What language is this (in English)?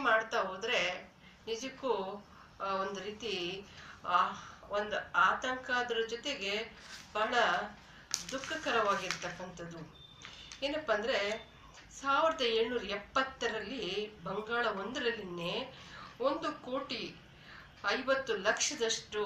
Kannada